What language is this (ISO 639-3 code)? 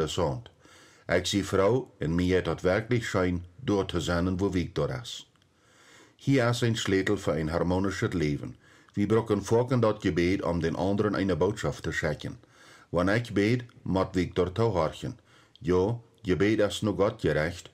pdt